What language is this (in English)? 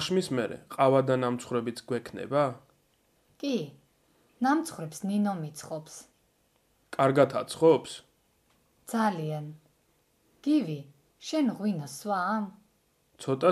Georgian